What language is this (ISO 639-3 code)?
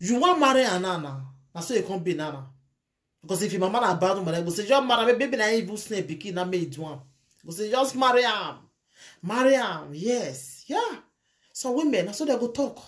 pcm